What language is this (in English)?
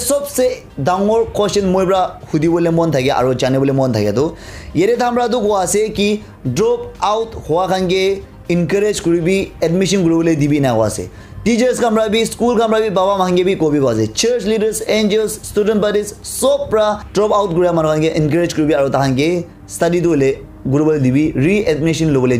Naga Pidgin